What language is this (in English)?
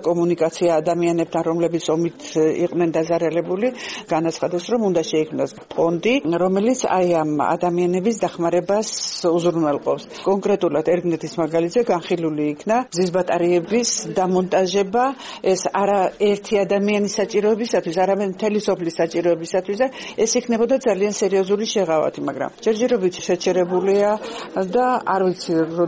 Georgian